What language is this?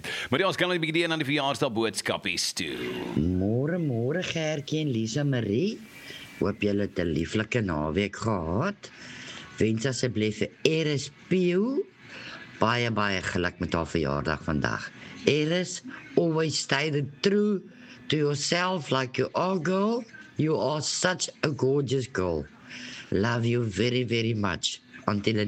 Afrikaans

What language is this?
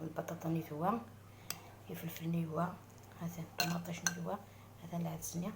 Algerian Arabic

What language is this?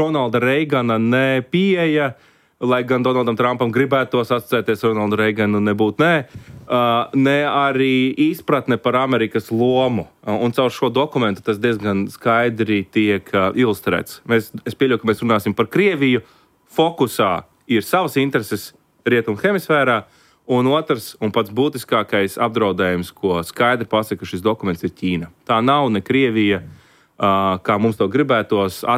Latvian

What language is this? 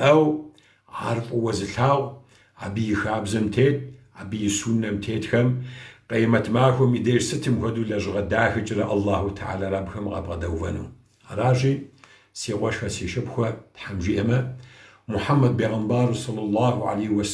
Kabardian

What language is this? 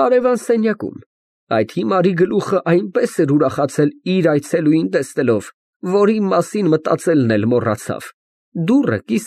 Armenian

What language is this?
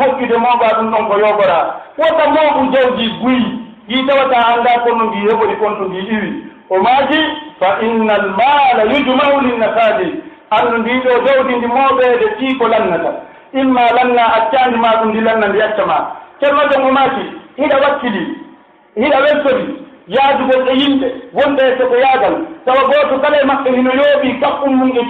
Pular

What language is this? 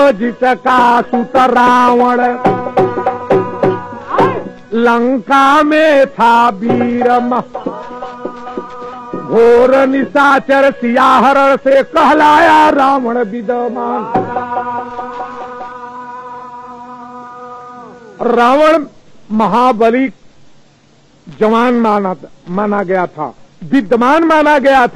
Bhojpuri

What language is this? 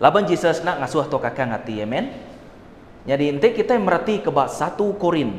Iban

